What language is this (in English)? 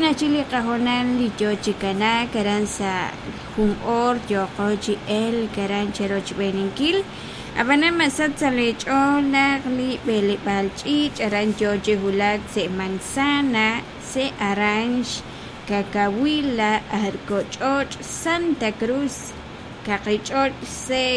Kekchí